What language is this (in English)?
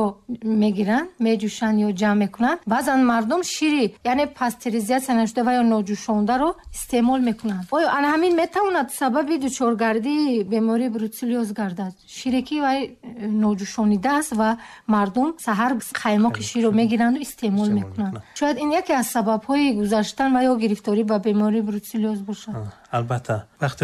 Tajik